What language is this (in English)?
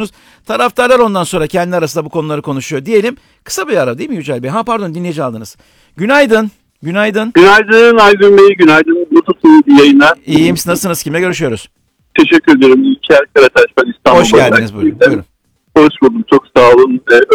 Turkish